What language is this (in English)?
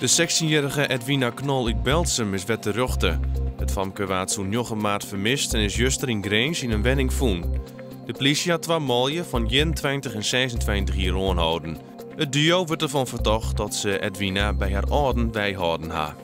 Western Frisian